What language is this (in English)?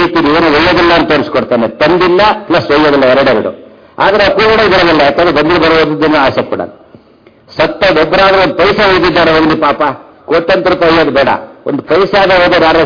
Kannada